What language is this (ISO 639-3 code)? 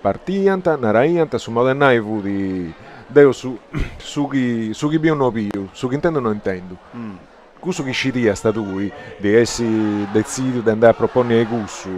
srd